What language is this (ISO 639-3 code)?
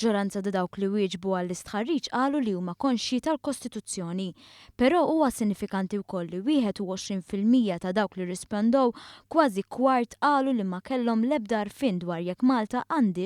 mlt